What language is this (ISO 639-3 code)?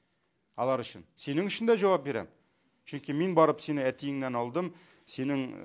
tat